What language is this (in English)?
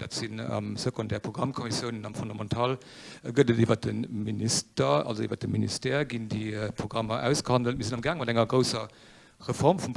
Luxembourgish